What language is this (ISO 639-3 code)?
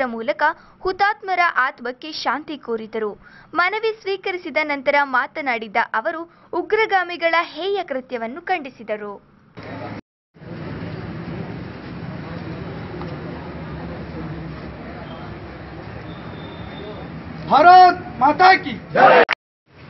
kan